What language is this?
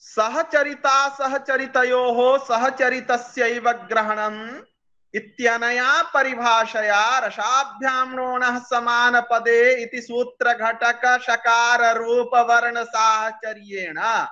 Sanskrit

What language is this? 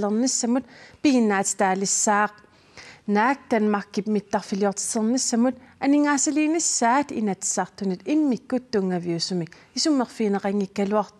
Kalaallisut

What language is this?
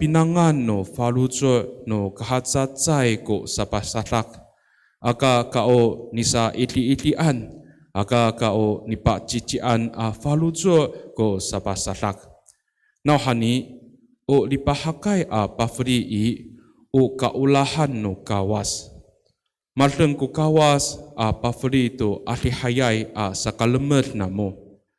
Amis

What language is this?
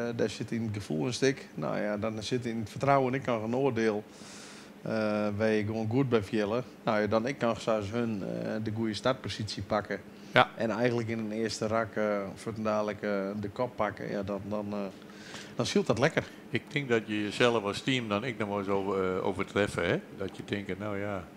Western Frisian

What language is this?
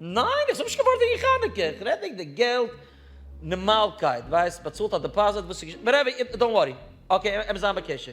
Yiddish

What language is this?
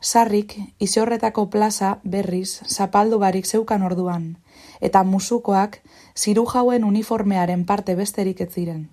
Basque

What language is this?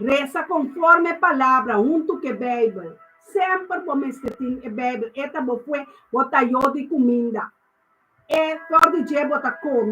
Papiamento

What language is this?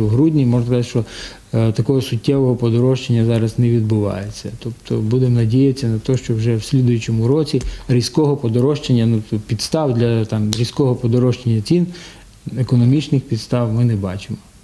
Ukrainian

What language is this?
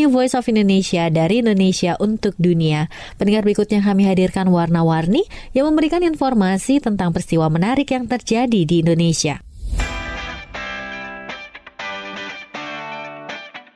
Indonesian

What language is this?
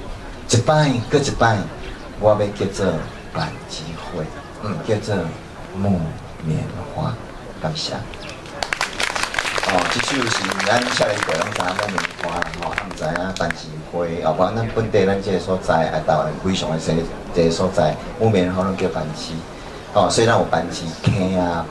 Min Nan Chinese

